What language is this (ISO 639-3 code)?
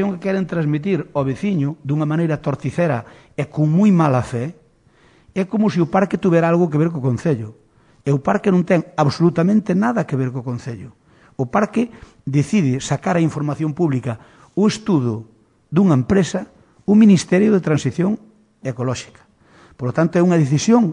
glg